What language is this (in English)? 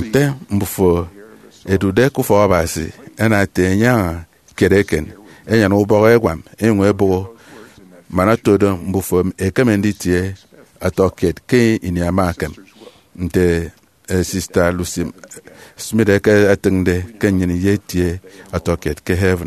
Efik